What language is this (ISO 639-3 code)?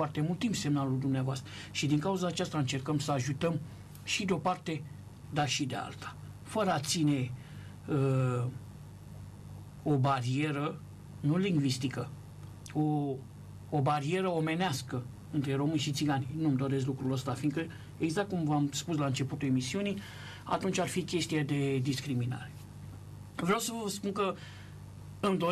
ron